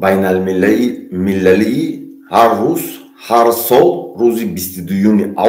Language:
Tajik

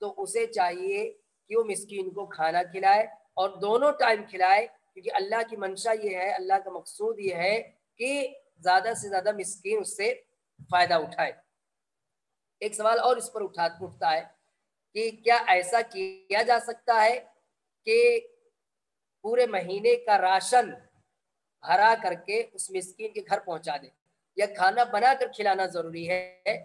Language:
Urdu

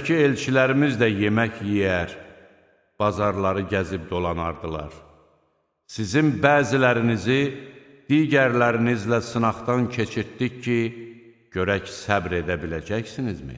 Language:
Azerbaijani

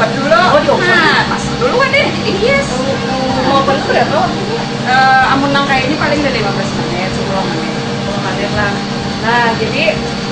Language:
Banjar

